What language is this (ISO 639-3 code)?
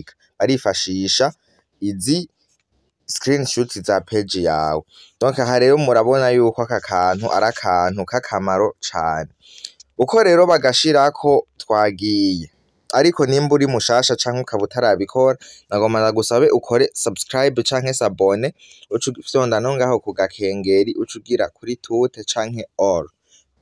run